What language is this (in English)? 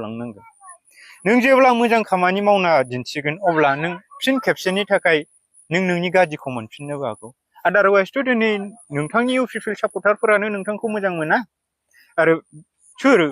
Bodo